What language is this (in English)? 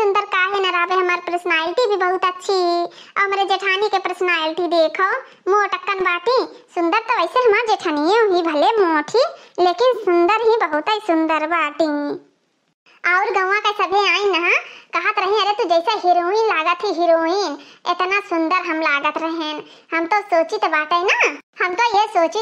Awadhi